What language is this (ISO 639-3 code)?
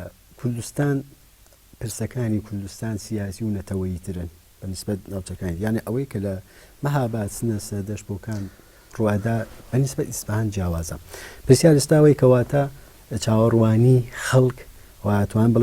ckb